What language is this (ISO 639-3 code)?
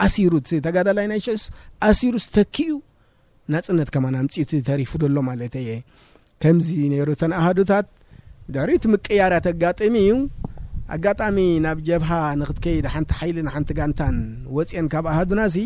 tir